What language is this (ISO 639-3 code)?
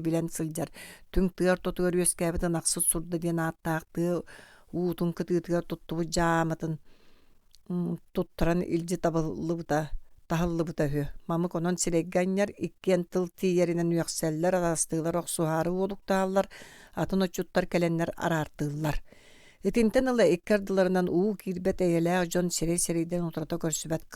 sah